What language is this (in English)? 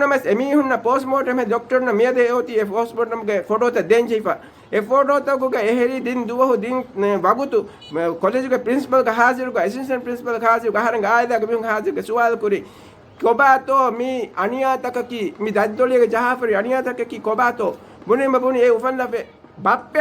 Divehi